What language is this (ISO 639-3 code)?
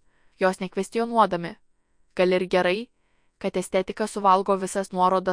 lit